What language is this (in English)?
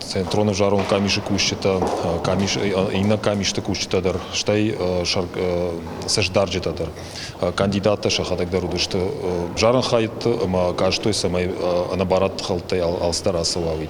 Ossetic